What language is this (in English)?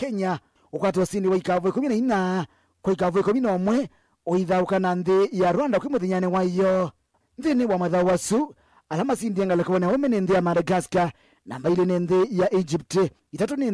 Kamba